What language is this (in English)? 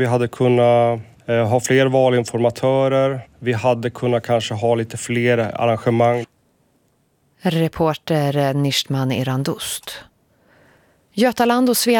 Swedish